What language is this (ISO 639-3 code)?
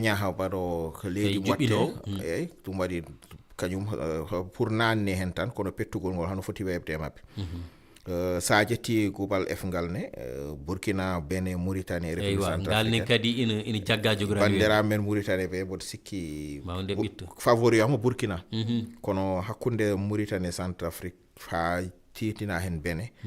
ful